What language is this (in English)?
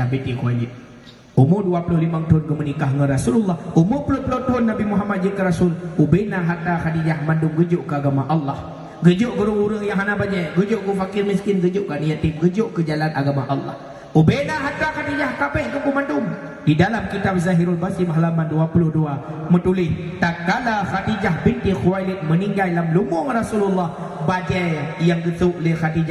Achinese